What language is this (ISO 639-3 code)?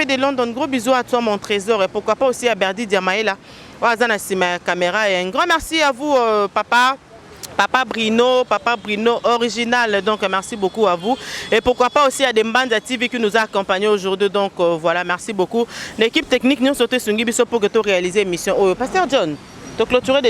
lin